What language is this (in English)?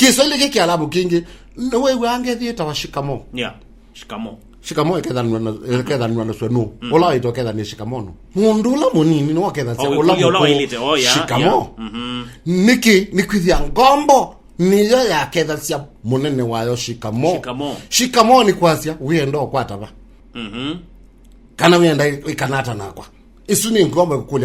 Kamba